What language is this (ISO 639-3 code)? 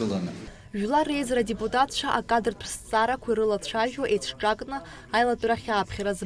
abk